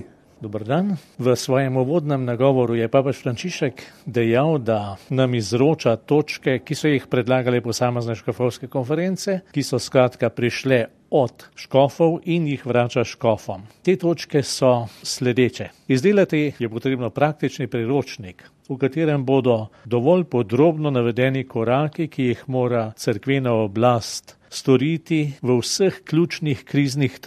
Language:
Slovenian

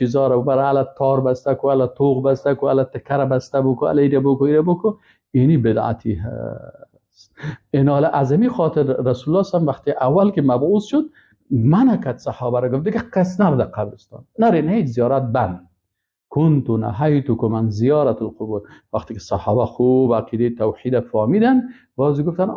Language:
Persian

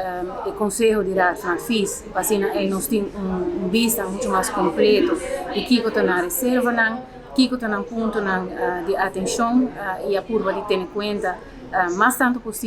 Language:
Papiamento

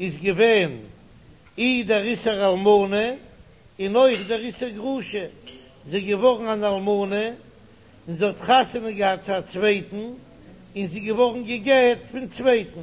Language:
Yiddish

